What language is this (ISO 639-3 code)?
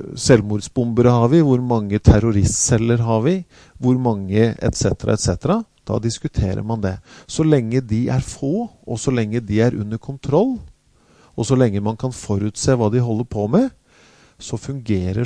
nor